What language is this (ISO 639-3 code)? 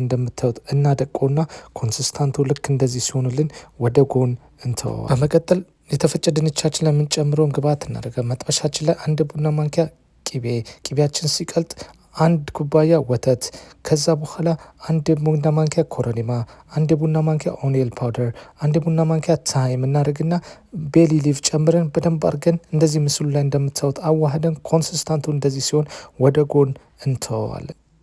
amh